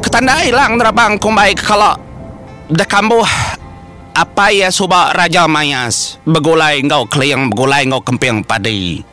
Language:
Iban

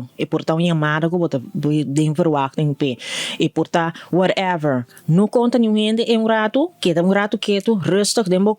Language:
Papiamento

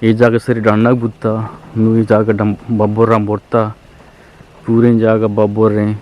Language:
Eastern Balochi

